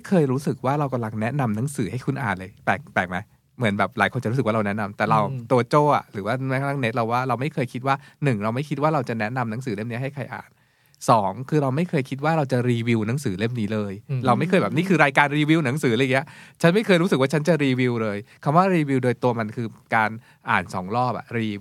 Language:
Thai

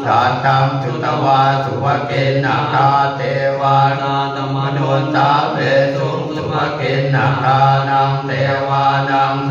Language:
Pali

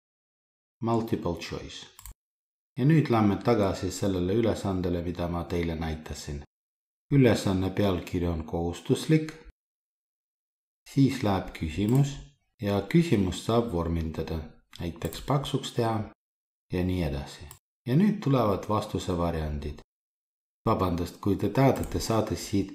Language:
Estonian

